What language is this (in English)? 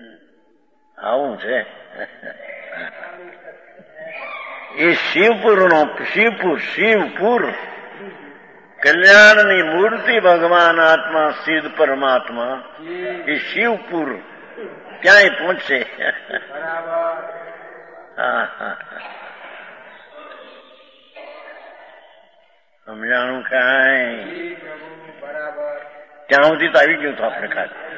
Gujarati